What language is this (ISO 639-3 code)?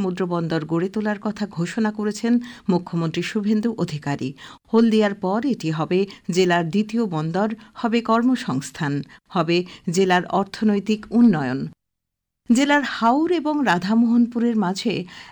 ben